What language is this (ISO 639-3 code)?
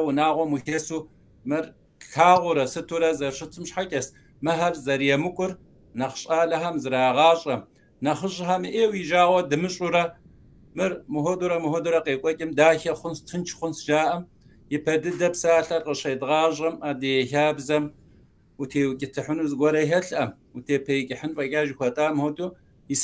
kbd